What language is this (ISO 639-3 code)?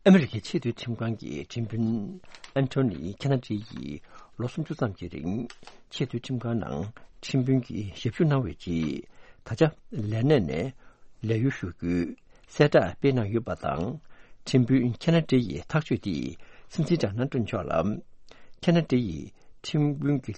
bod